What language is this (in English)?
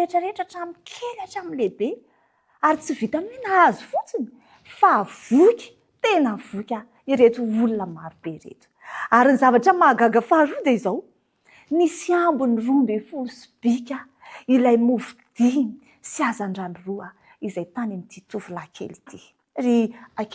Malagasy